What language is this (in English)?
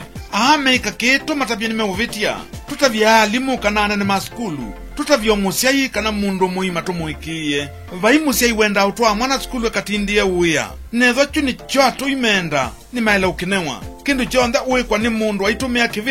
Kamba